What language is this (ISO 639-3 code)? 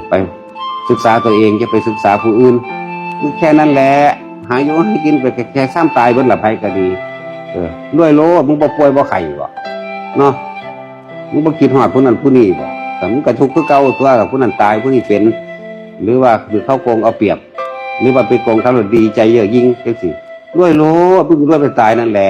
tts